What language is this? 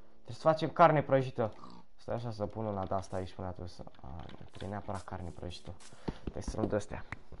Romanian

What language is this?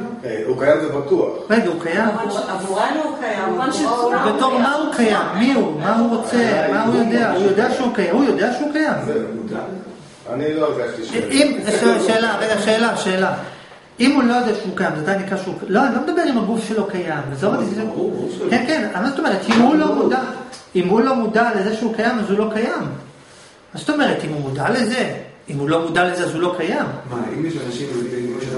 Hebrew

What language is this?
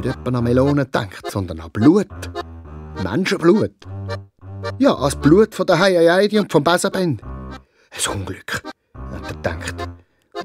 Swiss German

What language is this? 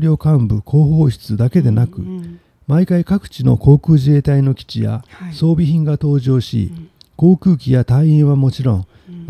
Japanese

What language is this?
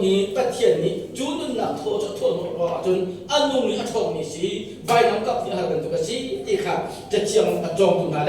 Hakha Chin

